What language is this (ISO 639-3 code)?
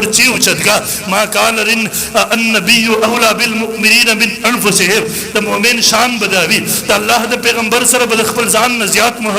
pus